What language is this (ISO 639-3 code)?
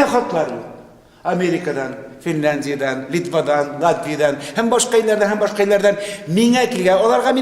tat